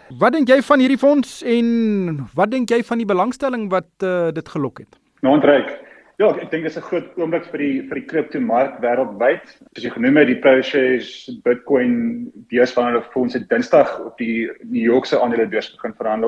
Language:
Afrikaans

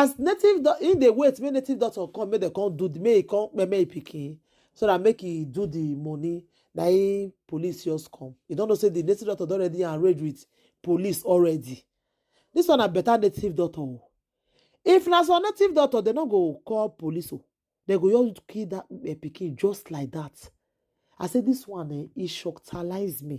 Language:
Nigerian Pidgin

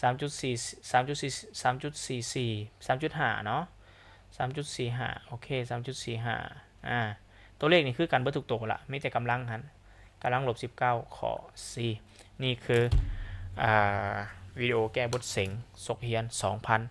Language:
Lao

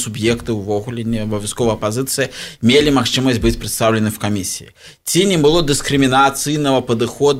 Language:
Belarusian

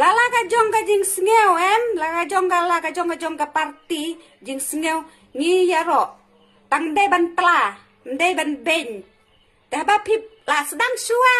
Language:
Khasi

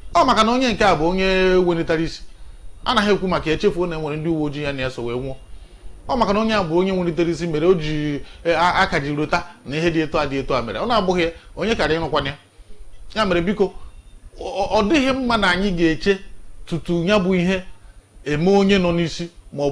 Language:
Igbo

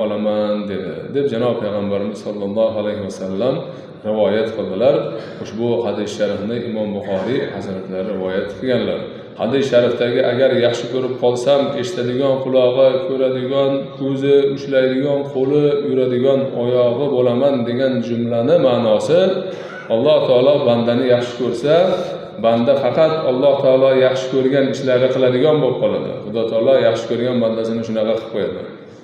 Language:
Uzbek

